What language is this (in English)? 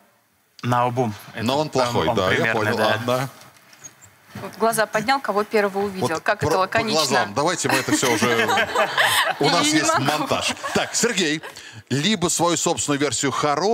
Russian